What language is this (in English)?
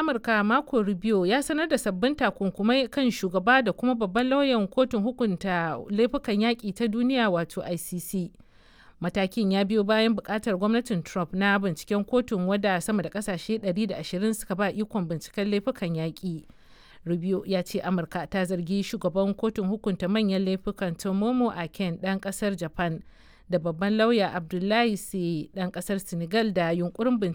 Hausa